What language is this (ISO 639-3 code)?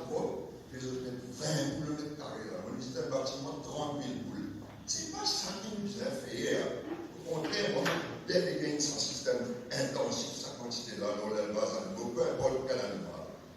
mfe